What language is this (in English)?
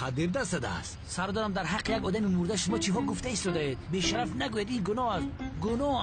Tajik